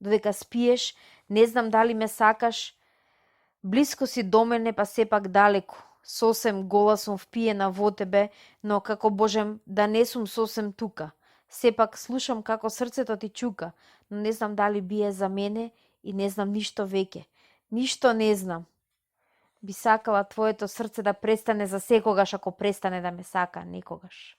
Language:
Macedonian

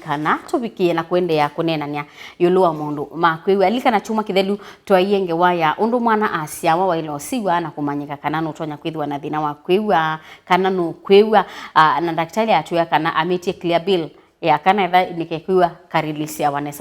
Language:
Kamba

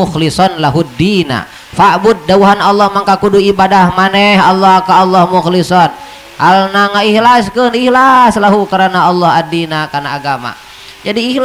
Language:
Sundanese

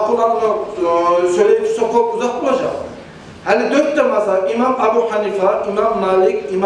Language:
Kumyk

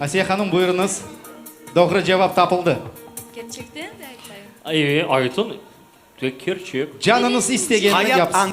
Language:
Crimean Tatar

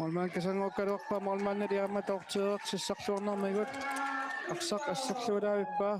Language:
Kalaallisut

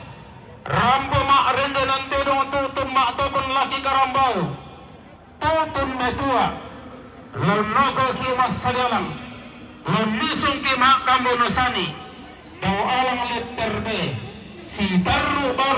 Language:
Toraja-Sa'dan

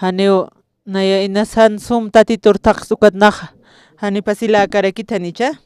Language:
Aymara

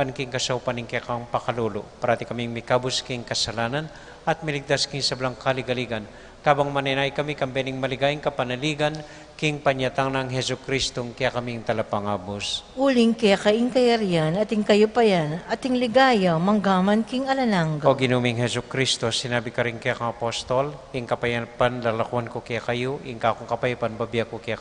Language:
Pampanga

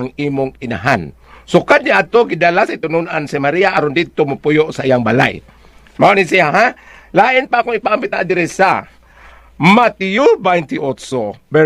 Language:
Cebuano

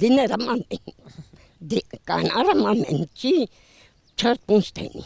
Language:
Zaza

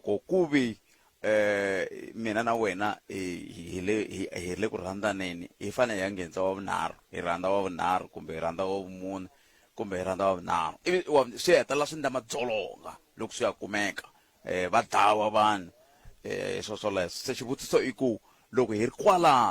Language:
Tsonga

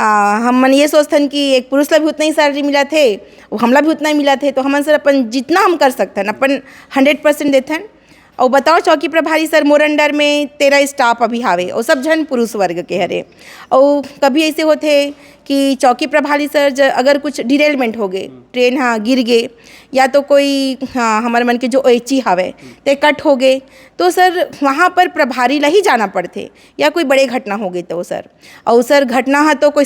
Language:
Chhattisgarhi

